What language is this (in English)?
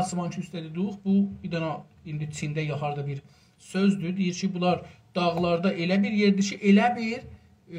South Azerbaijani